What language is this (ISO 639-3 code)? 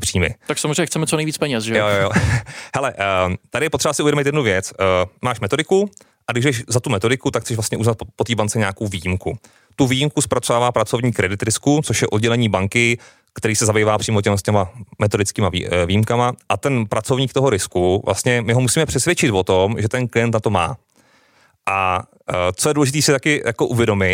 ces